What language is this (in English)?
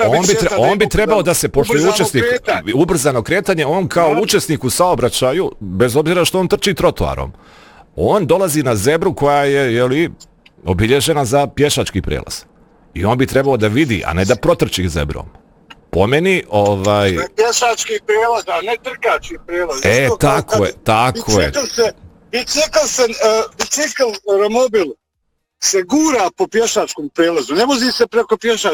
Bosnian